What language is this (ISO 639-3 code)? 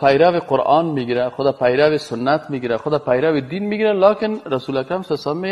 fas